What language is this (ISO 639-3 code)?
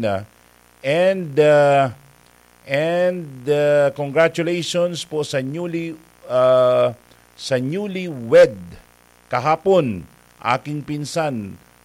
bik